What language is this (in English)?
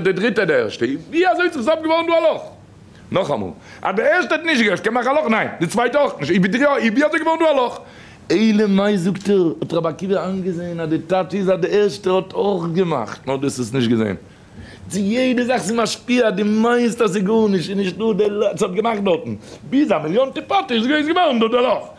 Yiddish